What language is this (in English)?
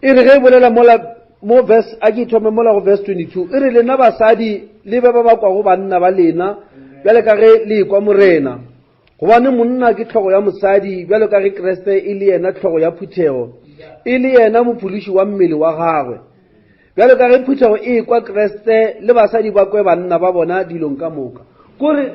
Northern Sotho